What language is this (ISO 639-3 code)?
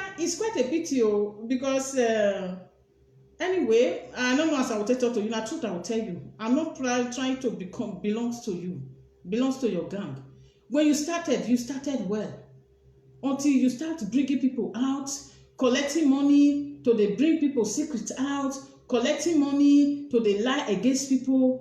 pcm